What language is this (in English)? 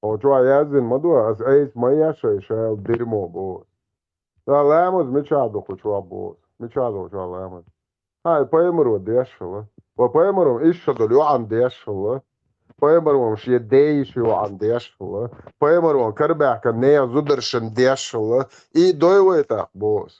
Chechen